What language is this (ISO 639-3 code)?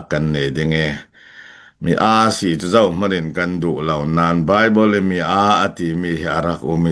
cfm